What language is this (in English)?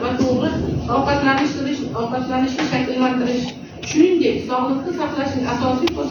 Uzbek